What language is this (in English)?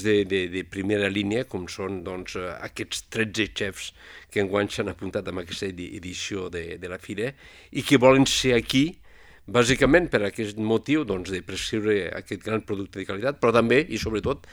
Catalan